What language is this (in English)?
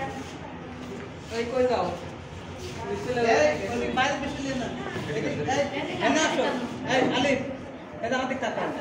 Bangla